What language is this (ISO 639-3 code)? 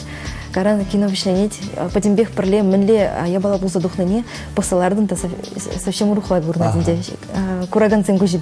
chv